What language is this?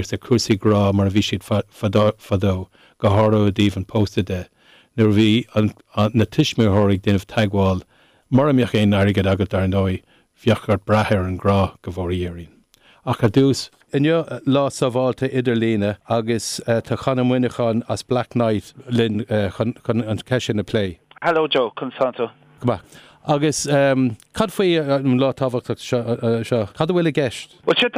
Irish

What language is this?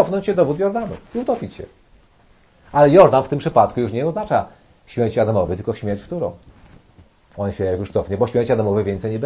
Polish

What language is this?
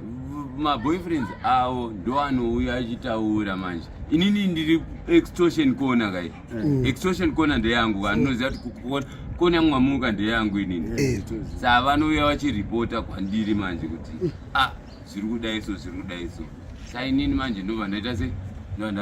Shona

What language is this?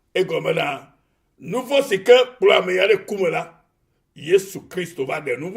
Ewe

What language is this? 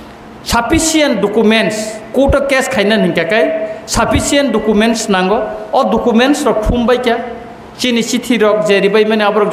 Kok Borok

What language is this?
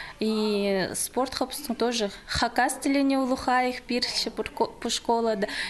Khakas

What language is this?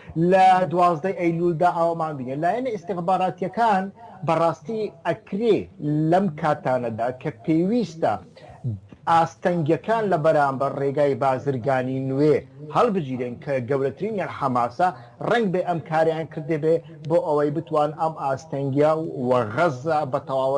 Central Kurdish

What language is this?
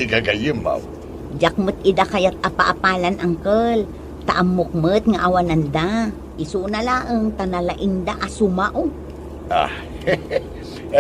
Iloko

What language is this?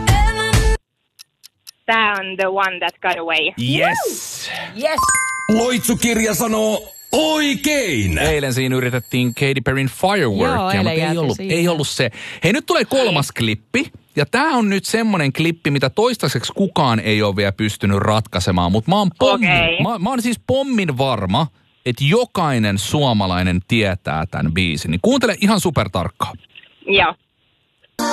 Finnish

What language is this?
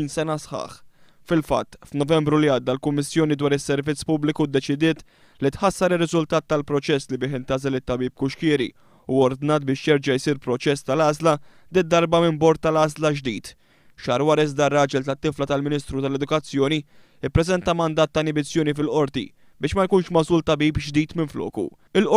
Maltese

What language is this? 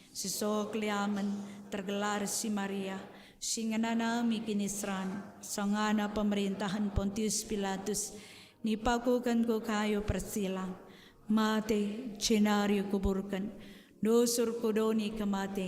Batak Karo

